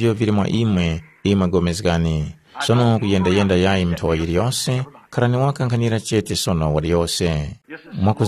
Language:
Tumbuka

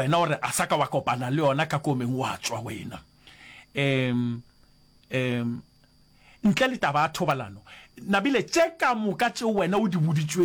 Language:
Northern Sotho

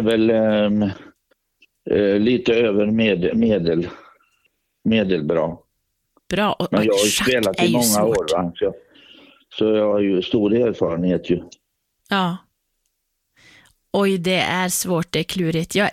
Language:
Swedish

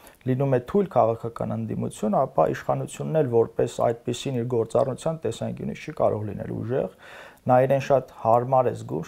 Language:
Armenian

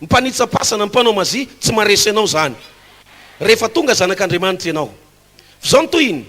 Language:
Malagasy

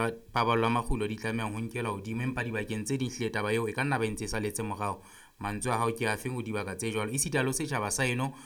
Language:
Southern Sotho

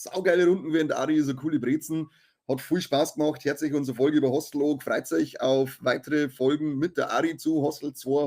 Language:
Bavarian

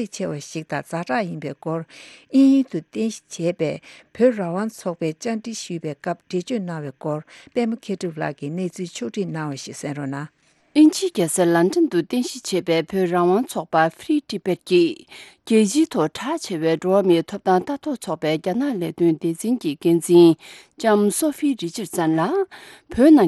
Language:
Tibetan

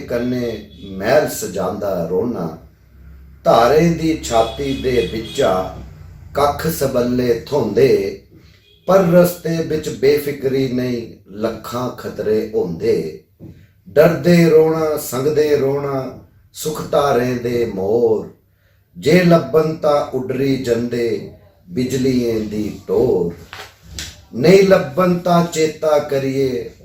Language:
Dogri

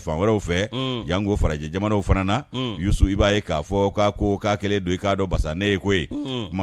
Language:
Bambara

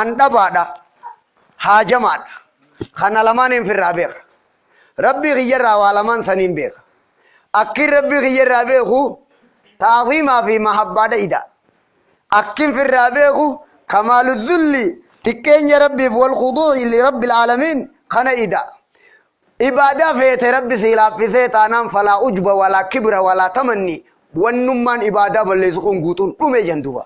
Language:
Oromo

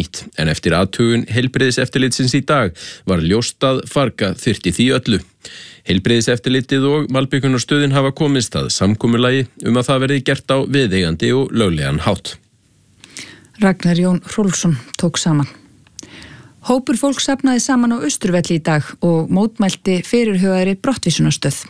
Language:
Icelandic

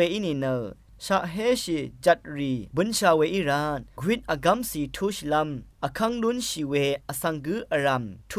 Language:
Rawang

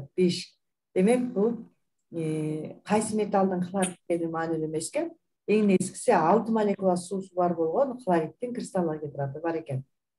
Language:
Kyrgyz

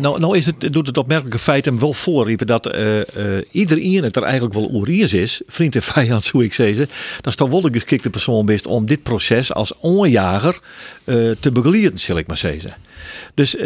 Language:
Western Frisian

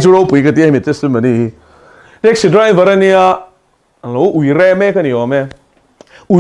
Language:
Mizo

